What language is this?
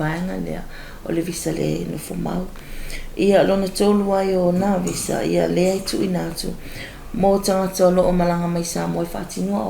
Samoan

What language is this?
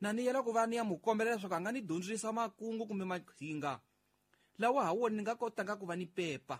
Tsonga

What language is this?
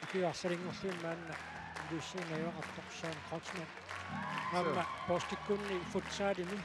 Kalaallisut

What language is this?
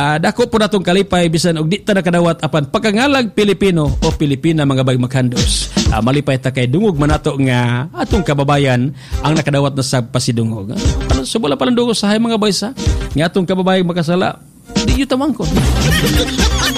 Cebuano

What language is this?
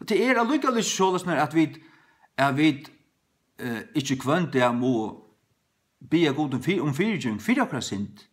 Faroese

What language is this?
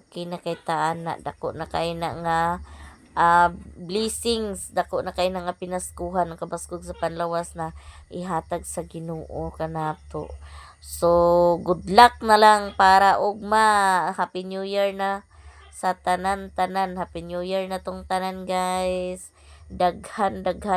Cebuano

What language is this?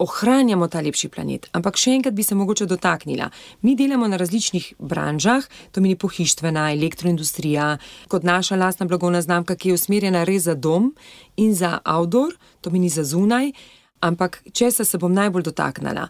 Slovenian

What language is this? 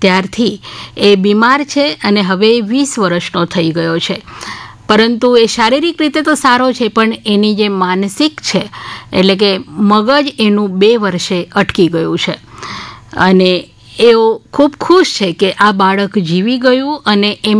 Gujarati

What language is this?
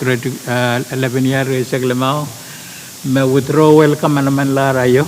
Pohnpeian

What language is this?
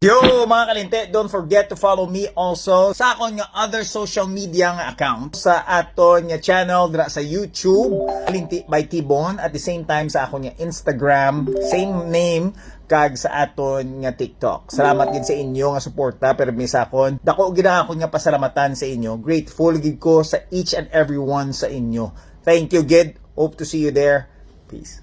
Hiligaynon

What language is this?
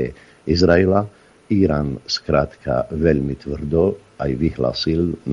Slovak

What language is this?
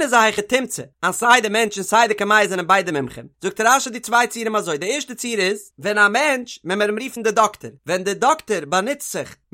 Yiddish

